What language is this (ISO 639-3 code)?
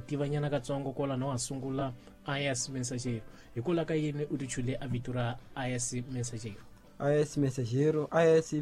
tso